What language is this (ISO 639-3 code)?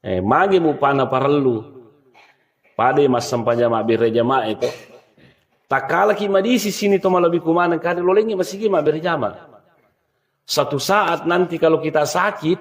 bug